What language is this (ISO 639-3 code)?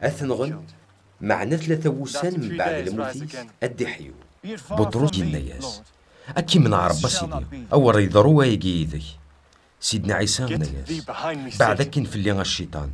kab